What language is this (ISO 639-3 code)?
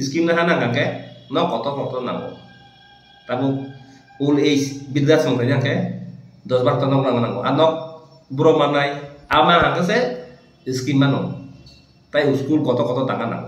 trp